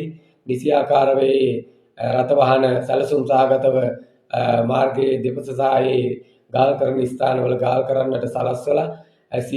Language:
Sinhala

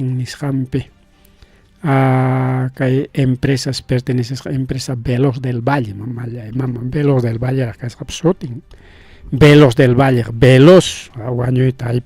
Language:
Ayacucho Quechua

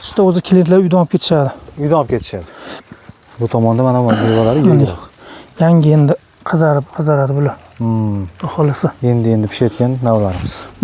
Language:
Uzbek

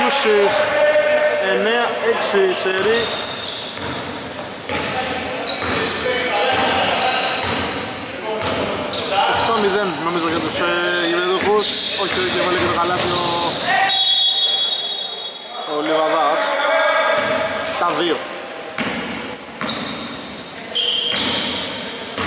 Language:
Greek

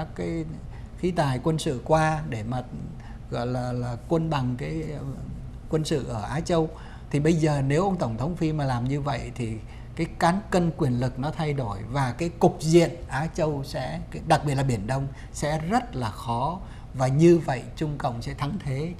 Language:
Vietnamese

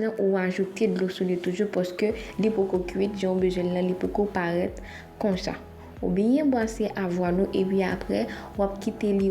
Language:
Haitian Creole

